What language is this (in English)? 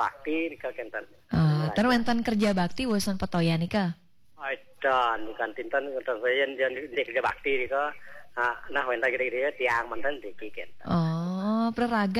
Balinese